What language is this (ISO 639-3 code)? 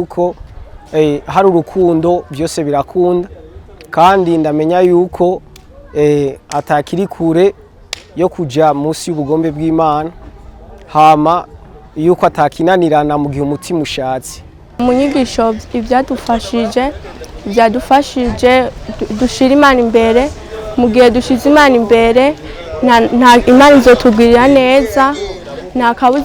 run